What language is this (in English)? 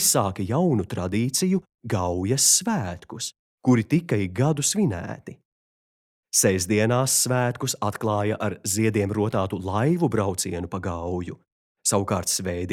Latvian